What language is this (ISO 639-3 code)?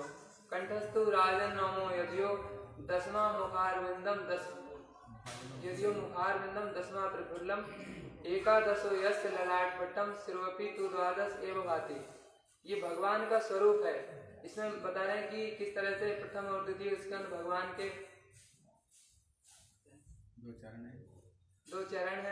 hin